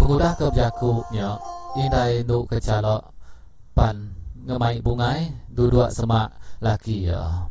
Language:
Iban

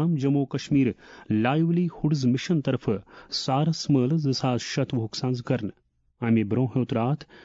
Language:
Kashmiri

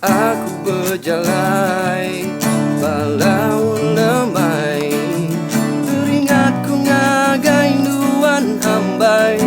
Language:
Iban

